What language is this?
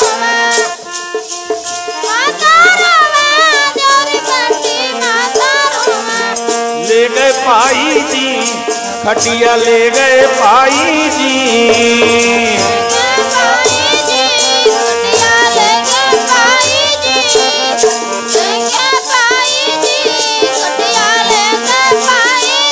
Punjabi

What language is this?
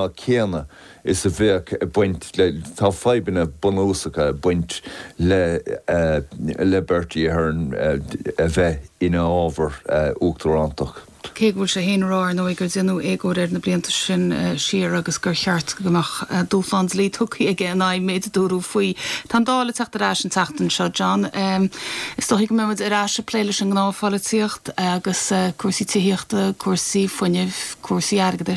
Irish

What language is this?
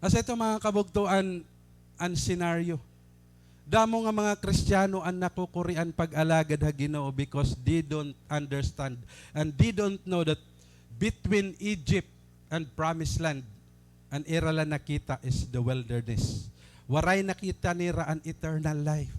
Waray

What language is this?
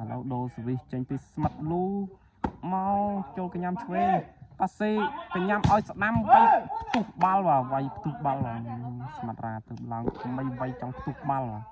Khmer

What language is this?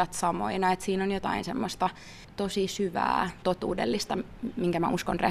Finnish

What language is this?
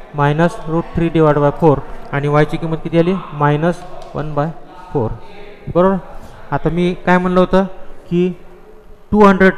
Marathi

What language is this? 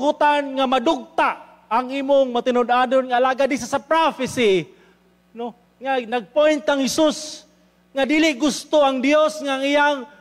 Cebuano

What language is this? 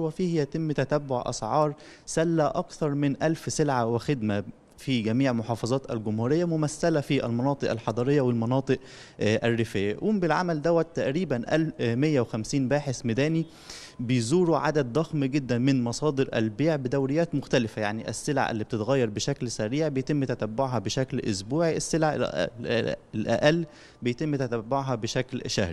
Egyptian Arabic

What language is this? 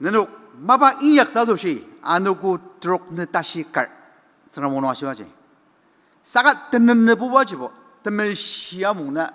Ao Naga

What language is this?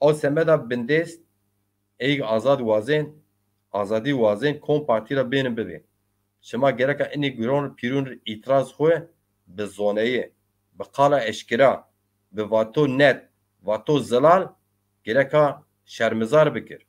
Zaza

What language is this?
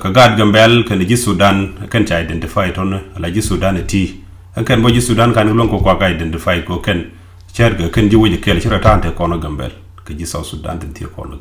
Nuer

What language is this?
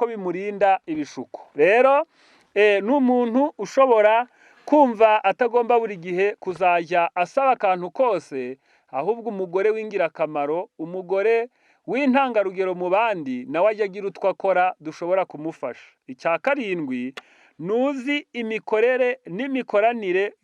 Kinyarwanda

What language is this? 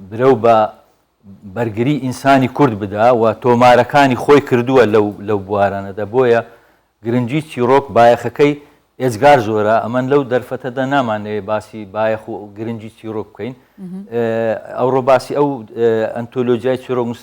Central Kurdish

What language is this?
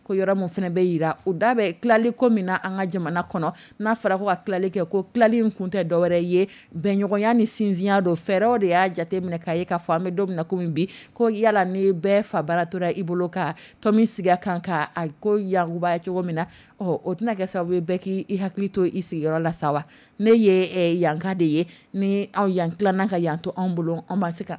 Dyula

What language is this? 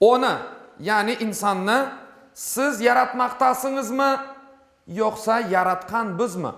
Crimean Tatar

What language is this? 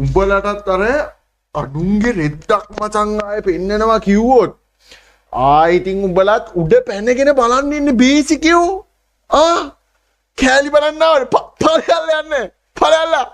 Sinhala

